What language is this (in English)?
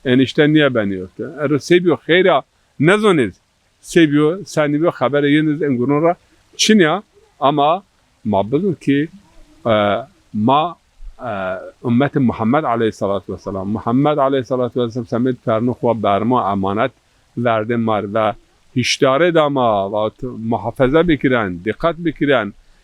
Zaza